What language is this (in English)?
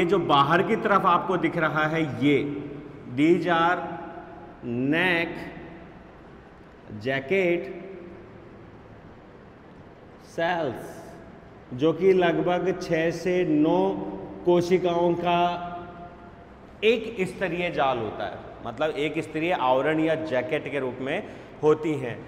Hindi